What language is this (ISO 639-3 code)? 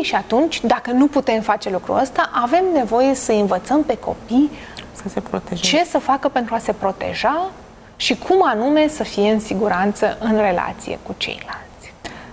ron